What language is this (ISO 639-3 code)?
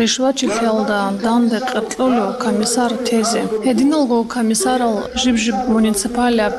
ava